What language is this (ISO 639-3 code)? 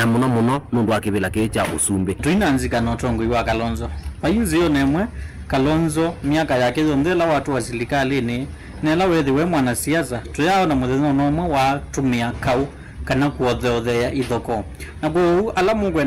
kam